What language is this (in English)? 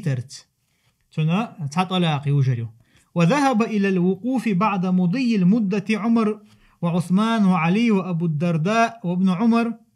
Chechen